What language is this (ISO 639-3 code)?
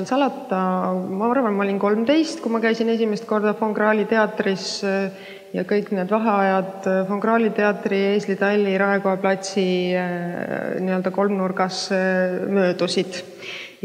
est